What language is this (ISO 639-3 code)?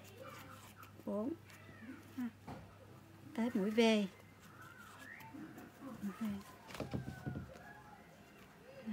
vie